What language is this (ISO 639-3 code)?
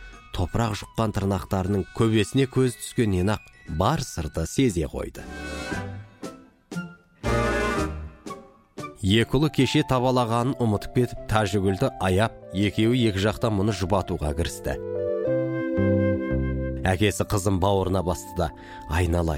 kaz